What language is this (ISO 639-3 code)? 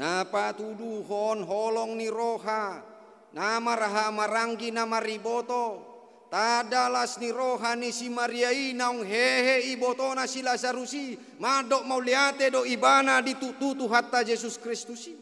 bbc